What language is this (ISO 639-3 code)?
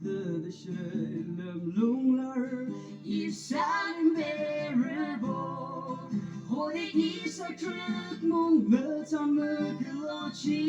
yim